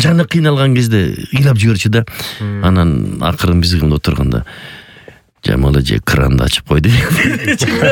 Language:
Kyrgyz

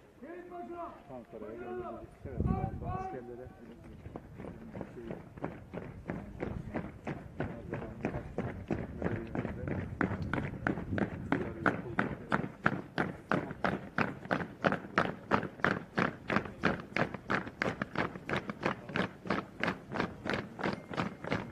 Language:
Turkish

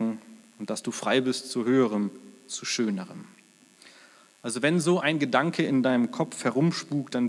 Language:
German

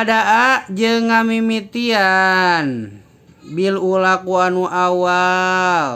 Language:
Sundanese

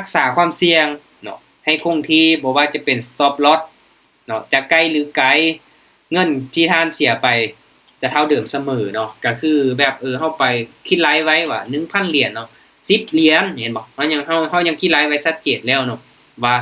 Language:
Lao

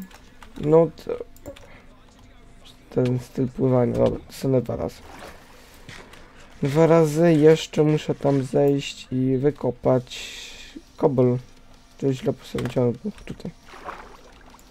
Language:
Polish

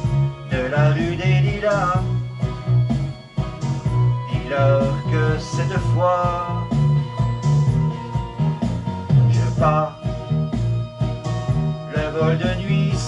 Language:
French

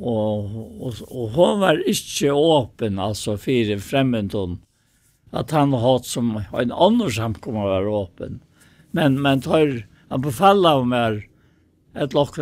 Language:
Faroese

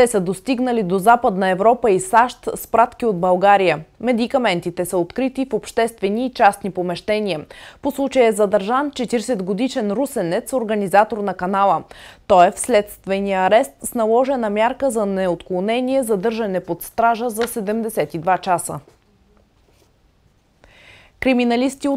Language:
Bulgarian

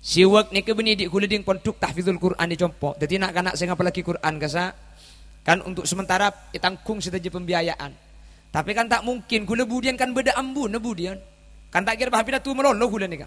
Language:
Madurese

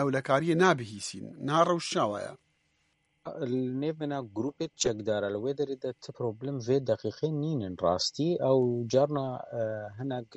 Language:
Kurdish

